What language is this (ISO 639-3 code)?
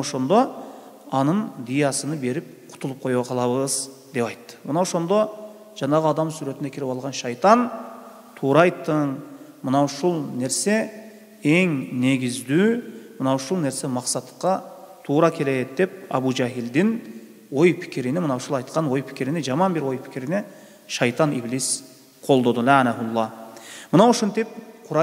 kir